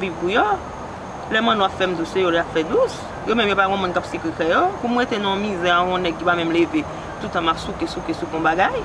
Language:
Haitian Creole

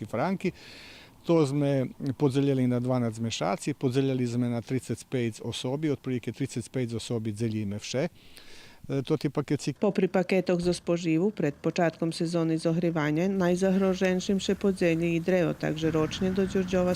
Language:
Rusyn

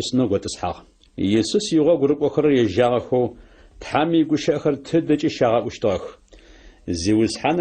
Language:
Adyghe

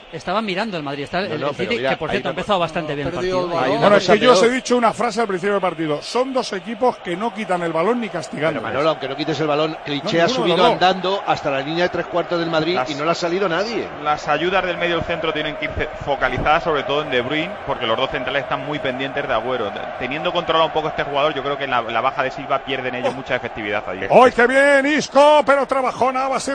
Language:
Spanish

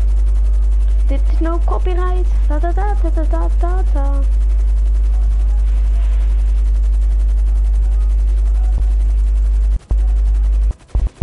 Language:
Dutch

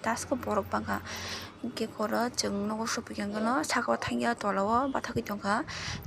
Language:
Kok Borok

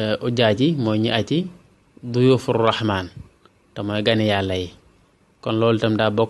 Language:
Wolof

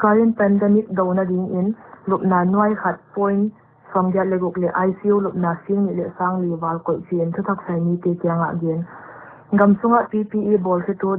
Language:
Paite Chin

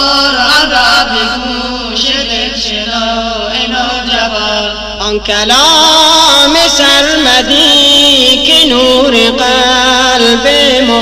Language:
Persian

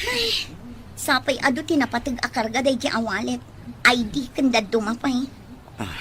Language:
Iloko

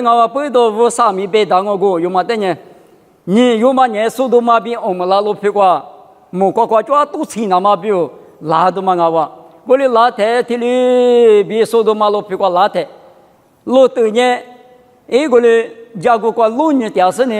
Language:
Lisu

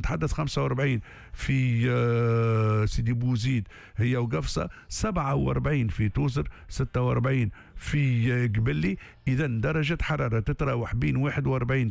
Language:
Tunisian Arabic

